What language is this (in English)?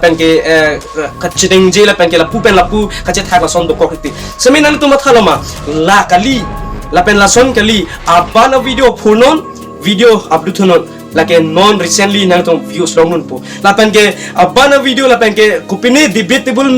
Karbi